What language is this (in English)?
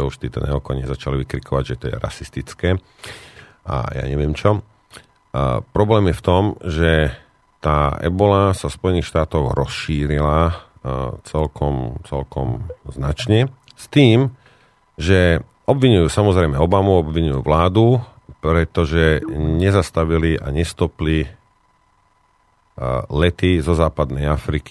Slovak